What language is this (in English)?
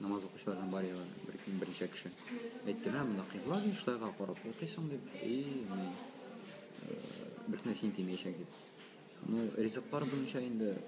Tatar